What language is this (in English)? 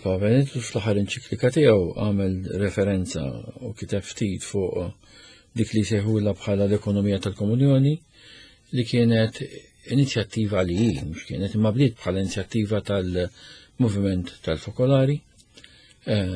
Maltese